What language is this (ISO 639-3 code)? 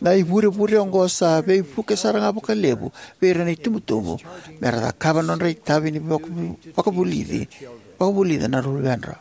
fij